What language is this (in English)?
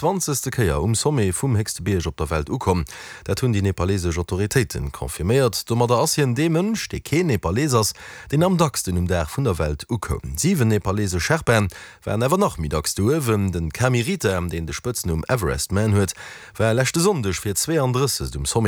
Luxembourgish